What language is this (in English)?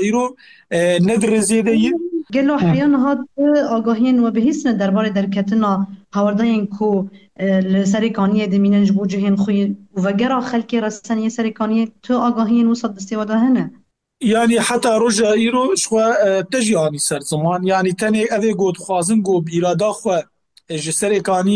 Kurdish